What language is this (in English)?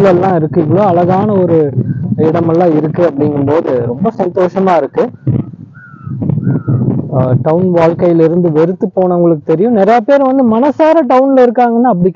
Tamil